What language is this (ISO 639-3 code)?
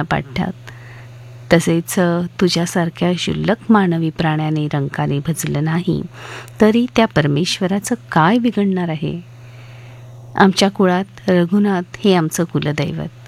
mar